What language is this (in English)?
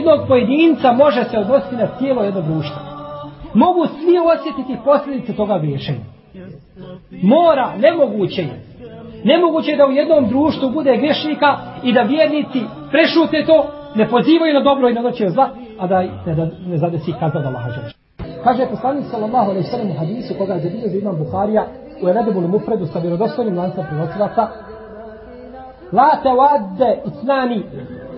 Bosnian